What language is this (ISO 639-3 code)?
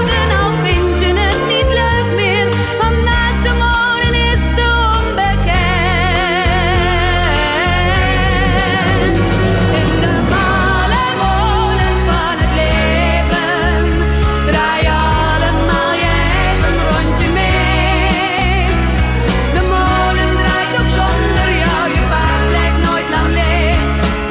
nld